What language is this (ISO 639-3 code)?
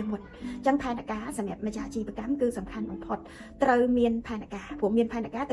khm